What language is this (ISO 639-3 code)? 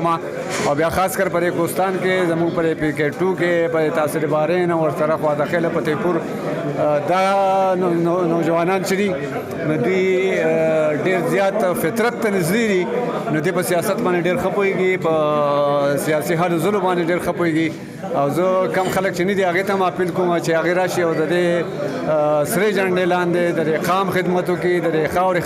pus